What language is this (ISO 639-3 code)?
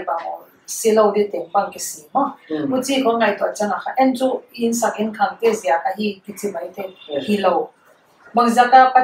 pck